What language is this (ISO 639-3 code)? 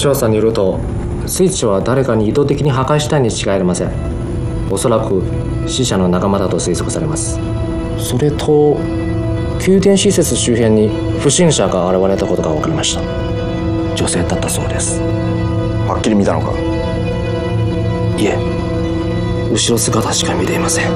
jpn